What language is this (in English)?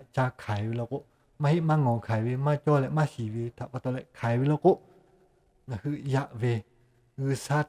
Lahu